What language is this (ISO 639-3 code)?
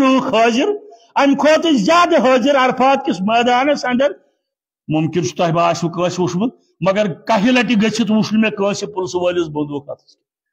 kas